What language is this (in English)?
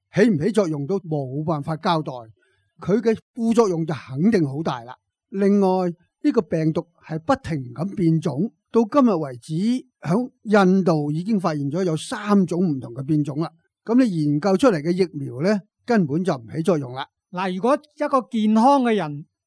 Cantonese